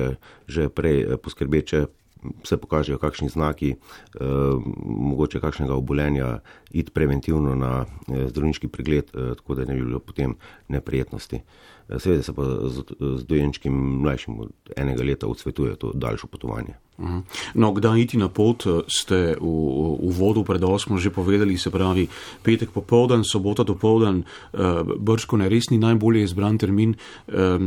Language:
Slovenian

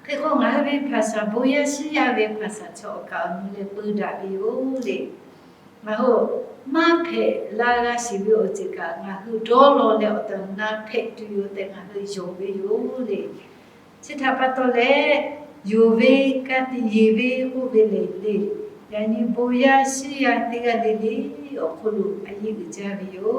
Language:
Lahu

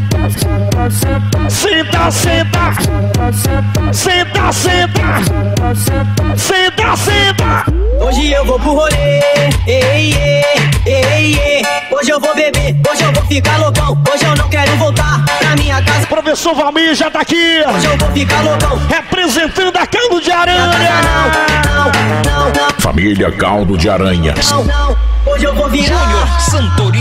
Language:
Portuguese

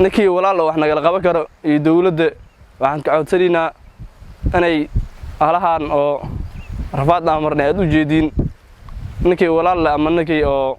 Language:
Somali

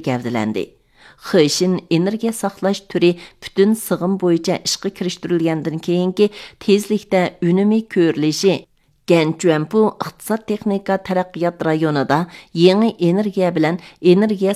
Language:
Uyghur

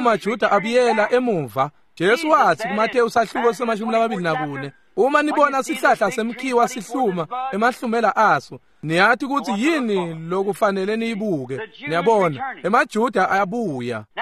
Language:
Swati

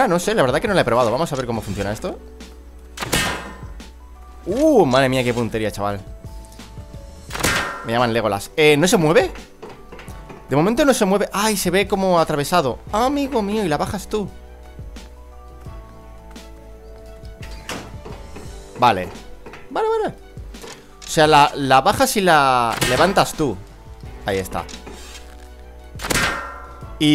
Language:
Spanish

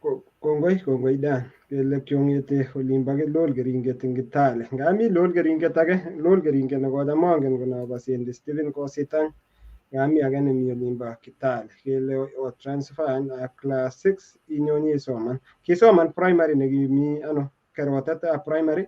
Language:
Kalenjin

